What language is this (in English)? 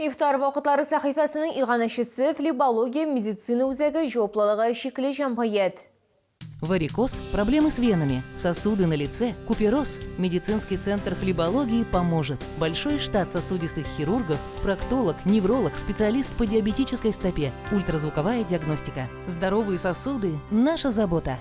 Tatar